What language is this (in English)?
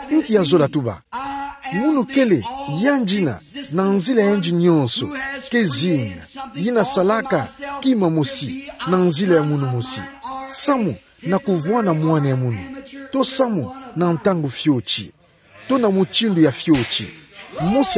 Kituba (Democratic Republic of Congo)